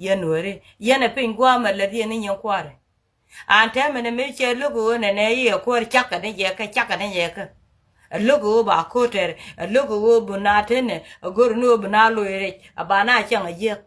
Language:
Nuer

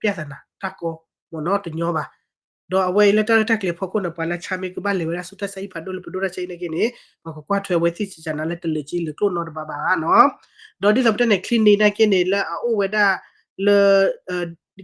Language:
S'gaw Karen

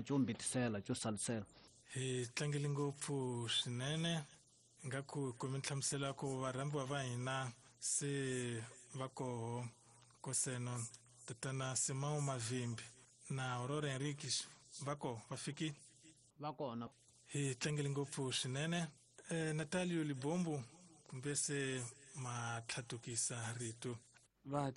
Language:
Tsonga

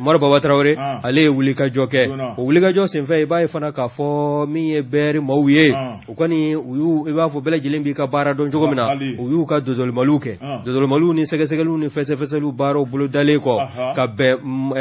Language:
Bambara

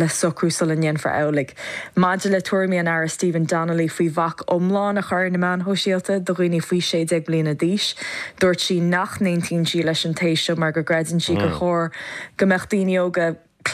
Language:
Irish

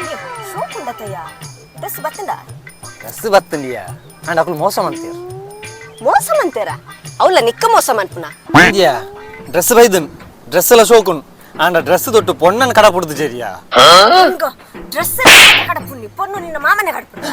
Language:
Tulu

